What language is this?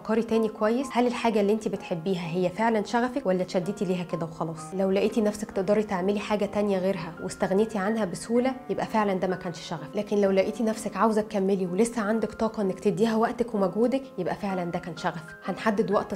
Egyptian Arabic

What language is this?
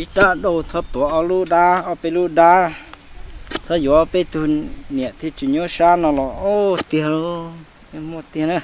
Hmong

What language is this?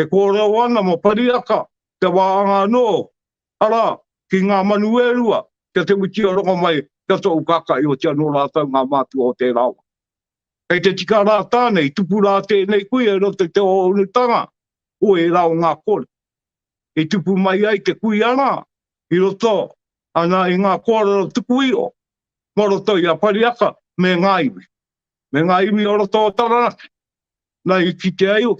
Māori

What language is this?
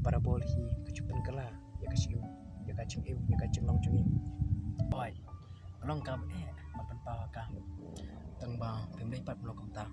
Khasi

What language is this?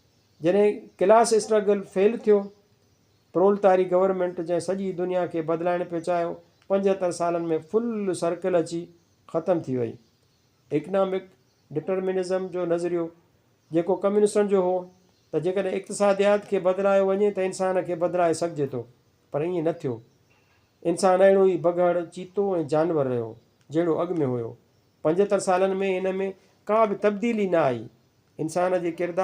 Sindhi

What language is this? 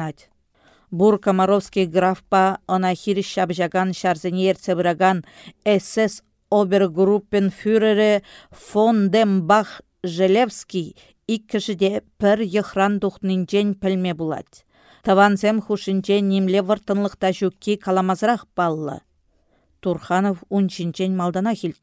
Chuvash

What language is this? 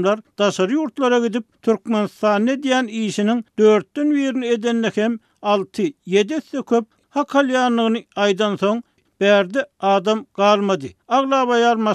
Turkmen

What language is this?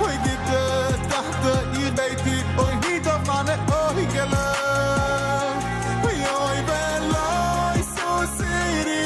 Yiddish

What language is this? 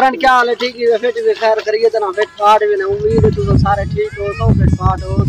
Saraiki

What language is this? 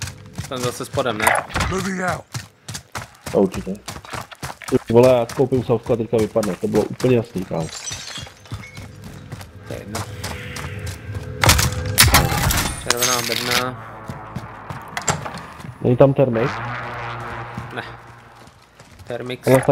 Czech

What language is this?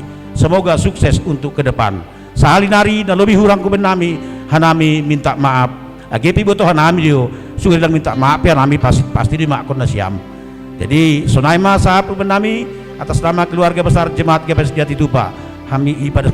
Batak Simalungun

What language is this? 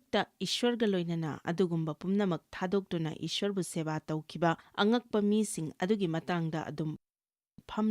Manipuri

